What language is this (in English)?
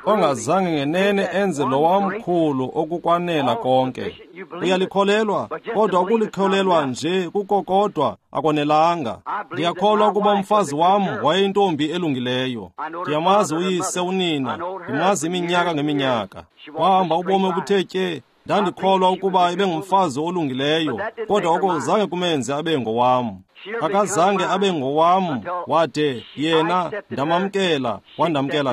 Xhosa